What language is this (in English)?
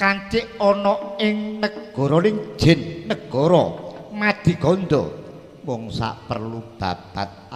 Javanese